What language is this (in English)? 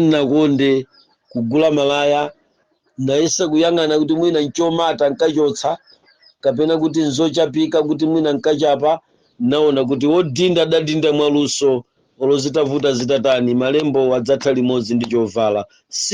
Nyanja